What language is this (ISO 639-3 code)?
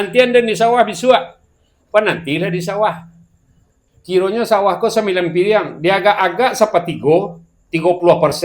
min